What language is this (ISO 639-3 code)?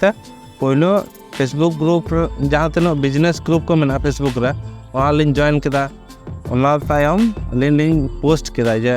sat